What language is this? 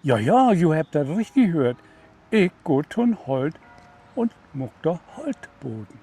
Low German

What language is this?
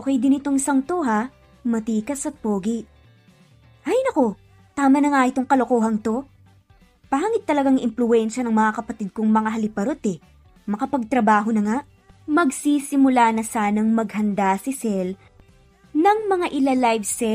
Filipino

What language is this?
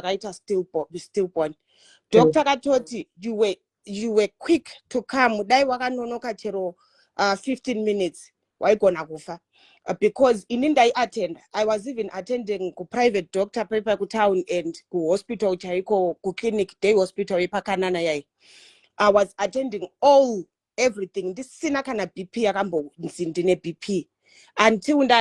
Shona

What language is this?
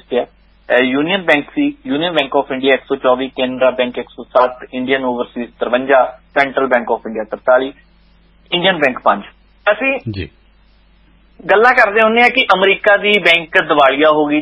Punjabi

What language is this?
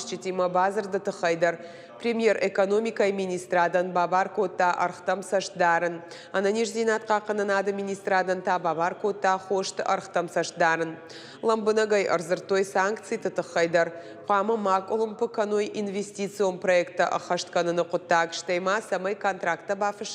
Ossetic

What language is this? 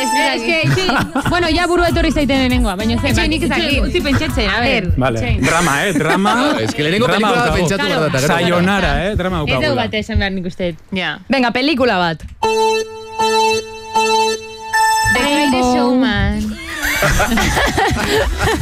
Basque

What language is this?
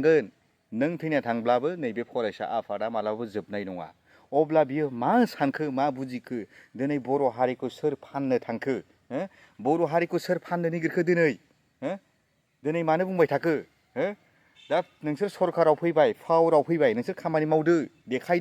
Bodo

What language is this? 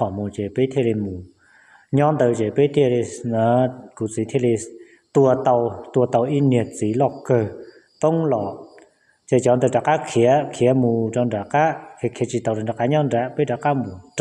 Hmong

